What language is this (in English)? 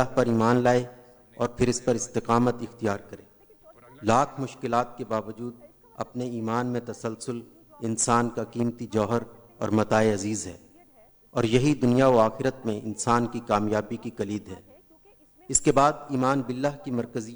Urdu